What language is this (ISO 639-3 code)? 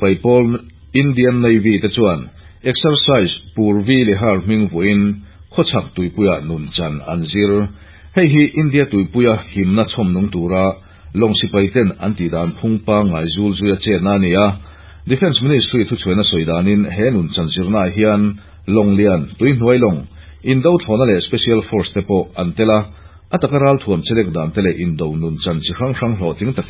lus